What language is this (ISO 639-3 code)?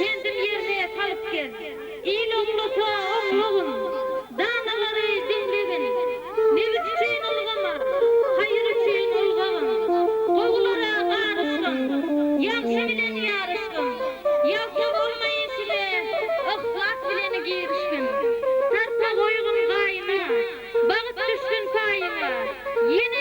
tuk